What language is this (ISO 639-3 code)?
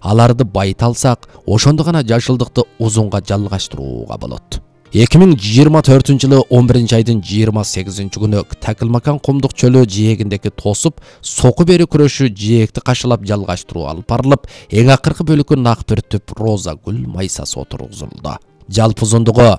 kir